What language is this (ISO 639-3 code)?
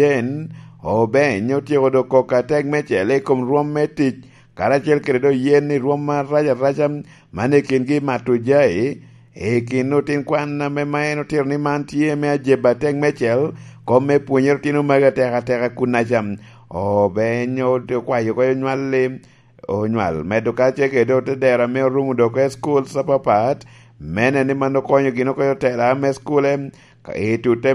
laj